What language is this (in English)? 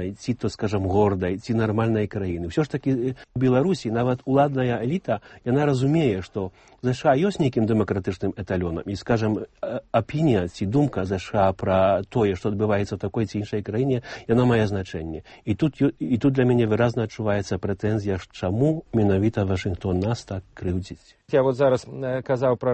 Belarusian